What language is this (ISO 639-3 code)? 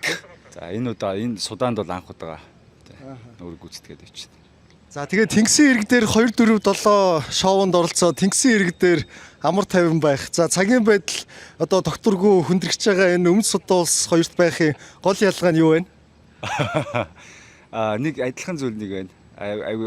mon